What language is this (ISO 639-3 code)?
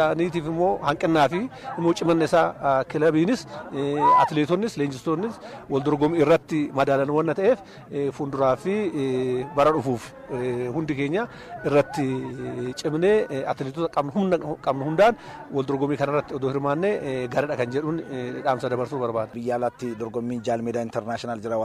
orm